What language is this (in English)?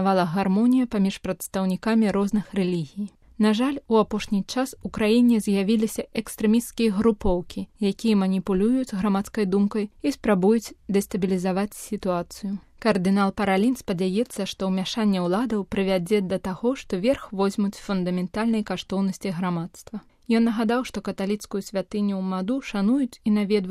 Belarusian